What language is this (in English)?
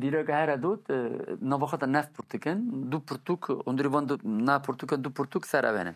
Kurdish